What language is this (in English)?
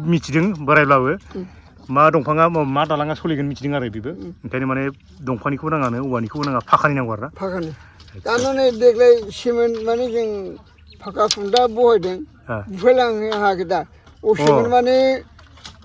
Bodo